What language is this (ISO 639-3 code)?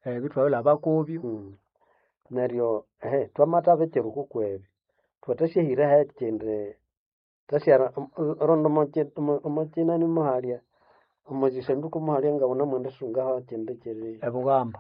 nnb